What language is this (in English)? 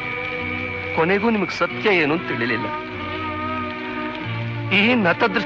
Kannada